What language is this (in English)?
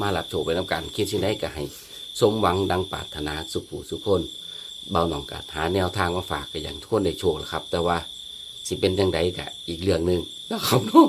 Northeastern Thai